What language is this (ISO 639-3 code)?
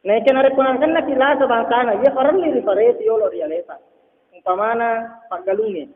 bug